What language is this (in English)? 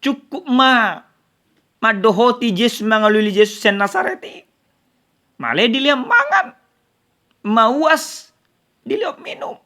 Batak Toba